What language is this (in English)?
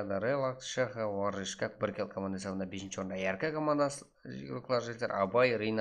Kara-Kalpak